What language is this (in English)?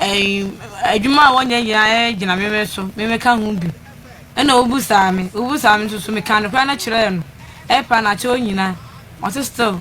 Akan